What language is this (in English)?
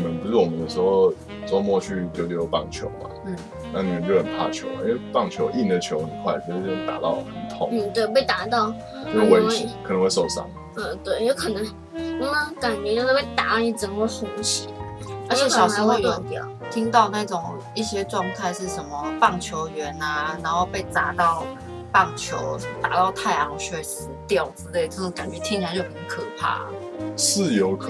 Chinese